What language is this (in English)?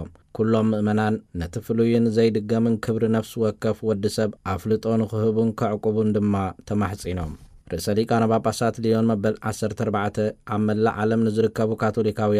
Tigrinya